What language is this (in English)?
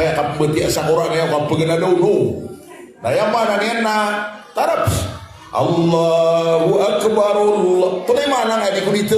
Maranao